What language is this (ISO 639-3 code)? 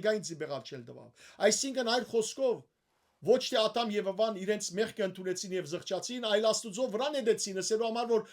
hyw